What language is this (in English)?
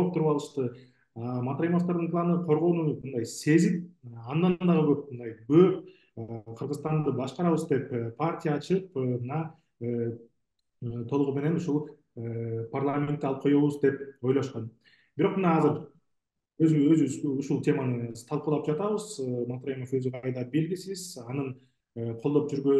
Kyrgyz